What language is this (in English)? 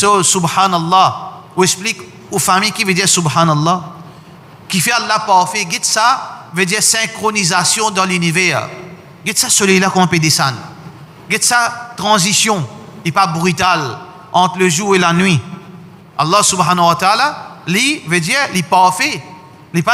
Morisyen